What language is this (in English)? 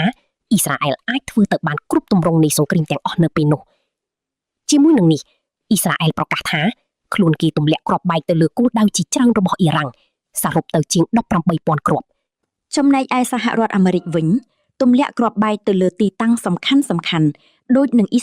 Khmer